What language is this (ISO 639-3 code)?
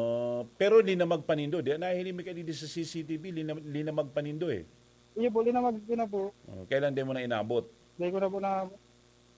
bik